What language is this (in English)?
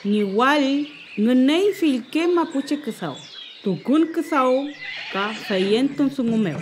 Mapuche